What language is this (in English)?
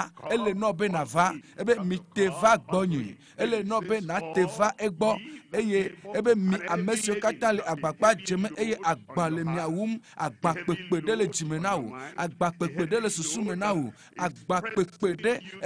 Ewe